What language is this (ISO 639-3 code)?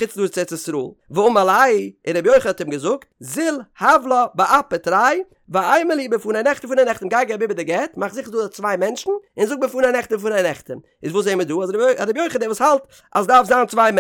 yid